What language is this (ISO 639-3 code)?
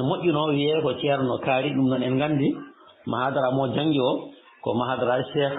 ful